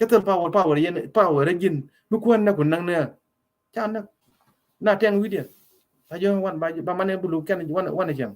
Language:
Nuer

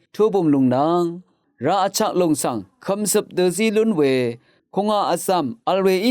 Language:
Rawang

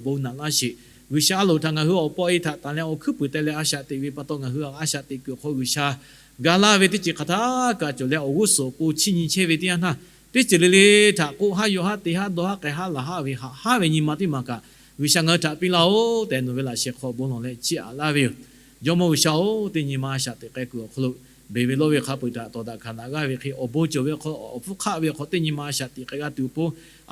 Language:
Lahu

